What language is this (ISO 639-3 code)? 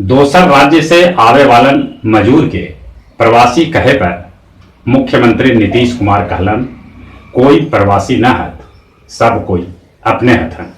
mag